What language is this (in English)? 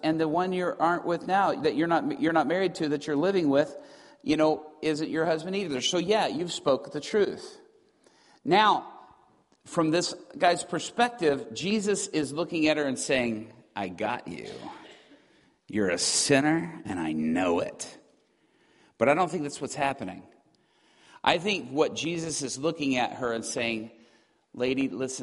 English